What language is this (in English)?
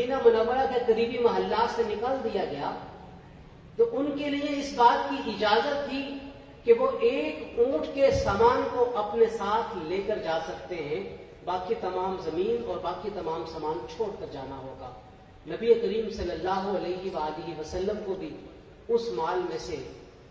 Urdu